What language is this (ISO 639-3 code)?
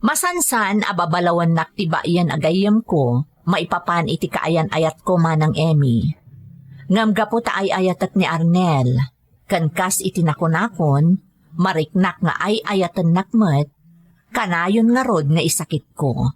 ilo